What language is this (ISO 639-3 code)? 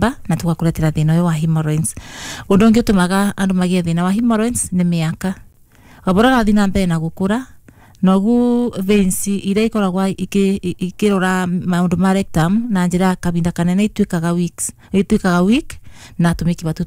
kik